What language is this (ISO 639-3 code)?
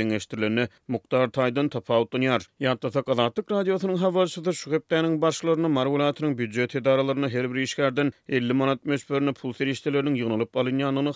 tuk